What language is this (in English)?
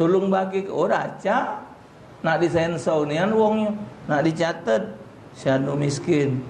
Musi